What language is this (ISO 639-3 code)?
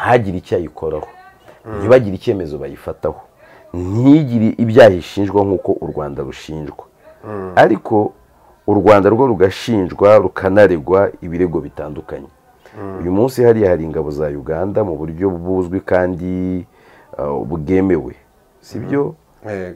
kin